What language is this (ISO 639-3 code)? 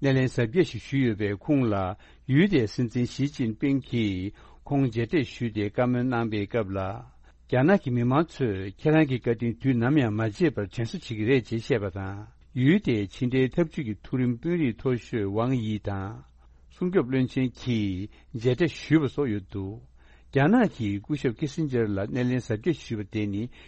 bod